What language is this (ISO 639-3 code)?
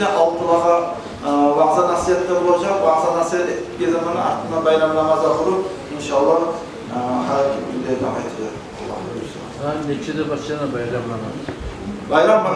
kum